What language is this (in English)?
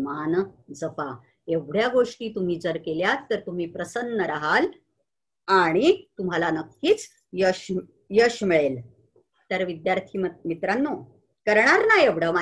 Marathi